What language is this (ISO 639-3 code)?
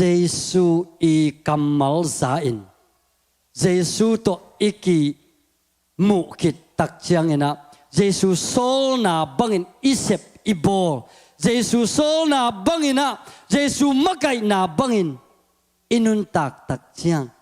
ctd